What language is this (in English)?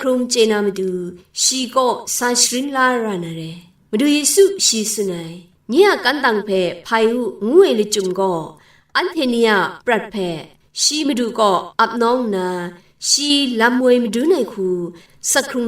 Kachin